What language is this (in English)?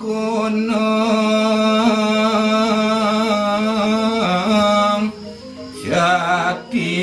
Balinese